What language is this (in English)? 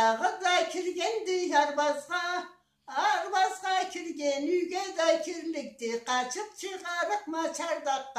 Karachay-Balkar